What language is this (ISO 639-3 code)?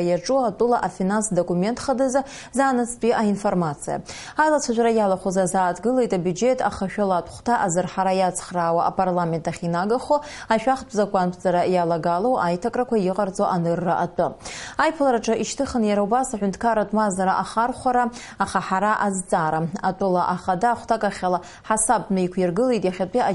abk